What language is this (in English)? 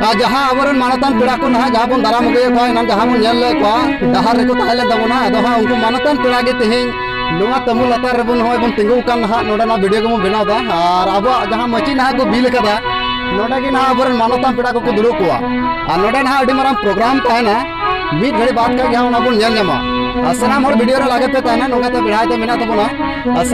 Santali